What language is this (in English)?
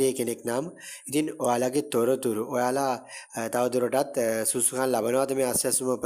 Sinhala